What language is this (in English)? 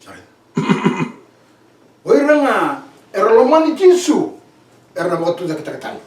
Fijian